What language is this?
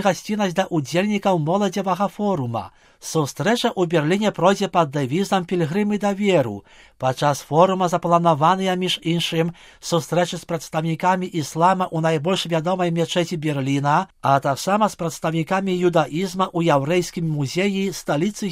Belarusian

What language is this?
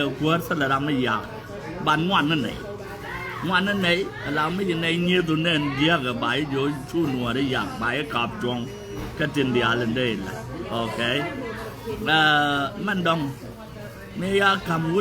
Nuer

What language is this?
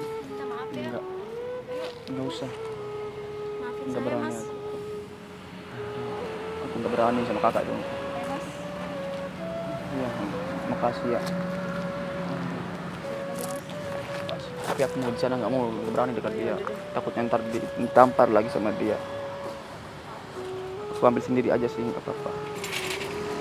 Indonesian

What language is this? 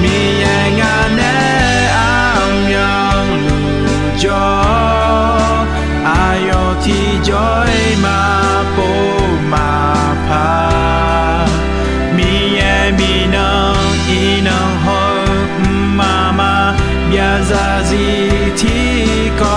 Akha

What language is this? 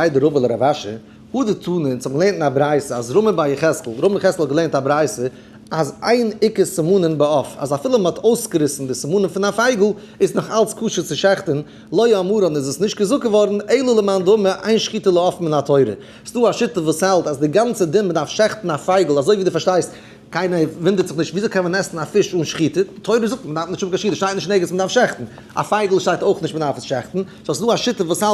Yiddish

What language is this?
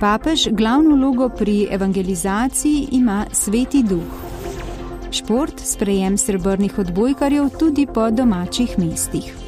Slovenian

